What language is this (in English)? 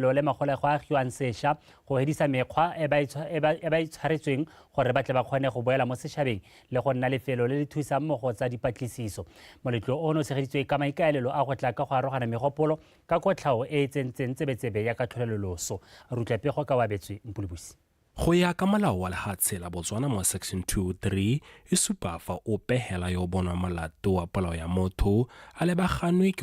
Tswana